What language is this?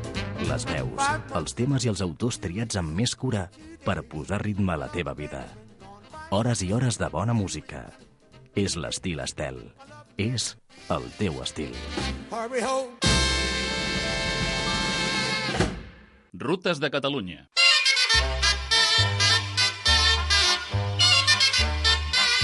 Catalan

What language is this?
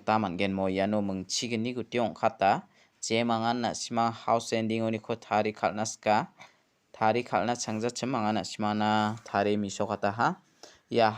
Garo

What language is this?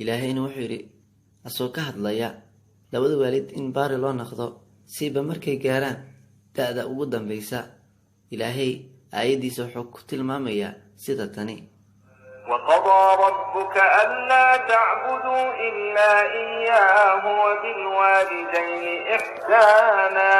Somali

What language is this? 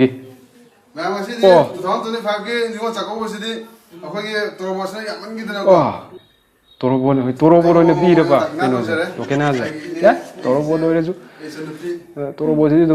Manipuri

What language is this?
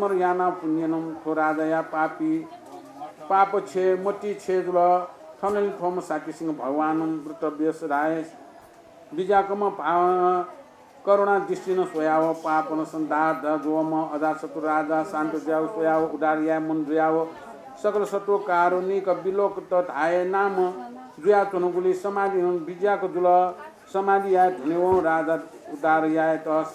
Newari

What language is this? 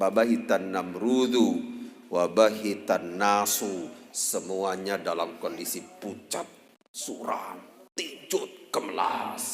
Sasak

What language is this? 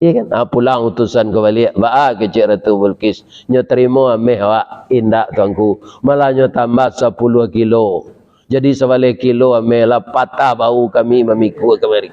Minangkabau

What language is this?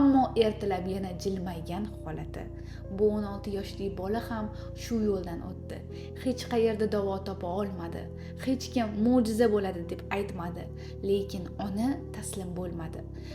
Uzbek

